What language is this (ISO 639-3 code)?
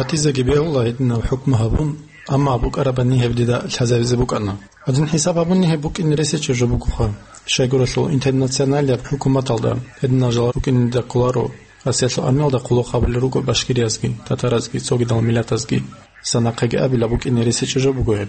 ava